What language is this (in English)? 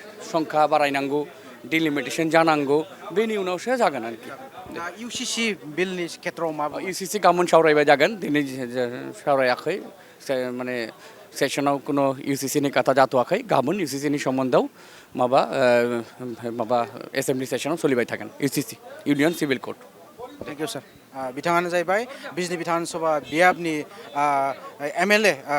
Bodo